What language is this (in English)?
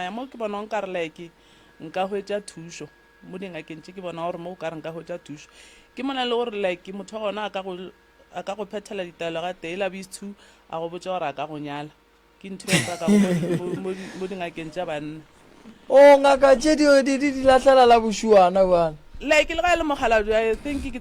Northern Sotho